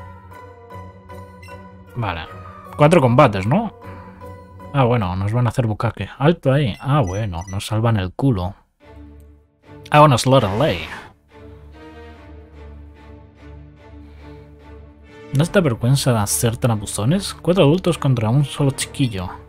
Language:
Spanish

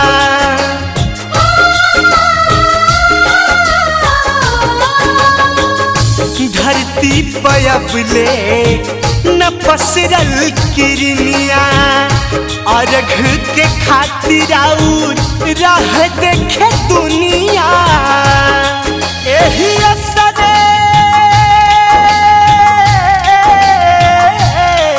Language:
Bhojpuri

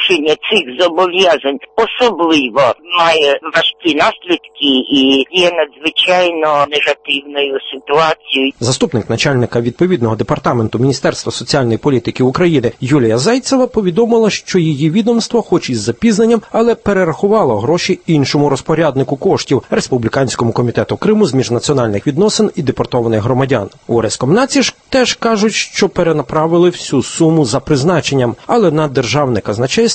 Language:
Ukrainian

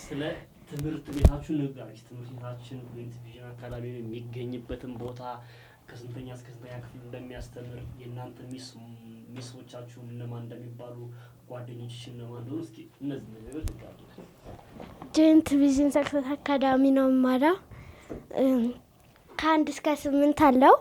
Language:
Amharic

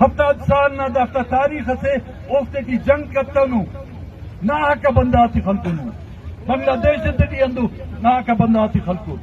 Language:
Eastern Balochi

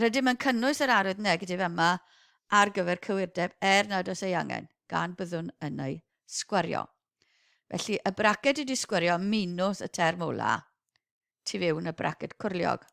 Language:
Welsh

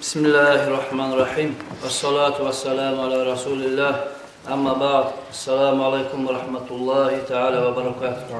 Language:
Kumyk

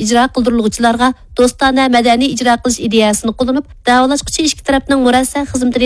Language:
Uyghur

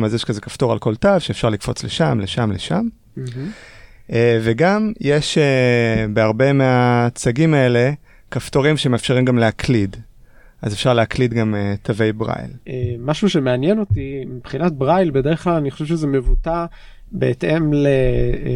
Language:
Hebrew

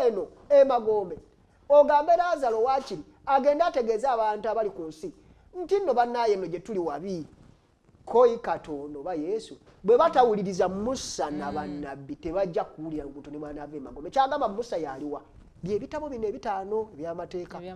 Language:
Ganda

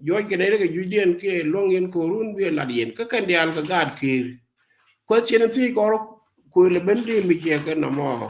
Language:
Nuer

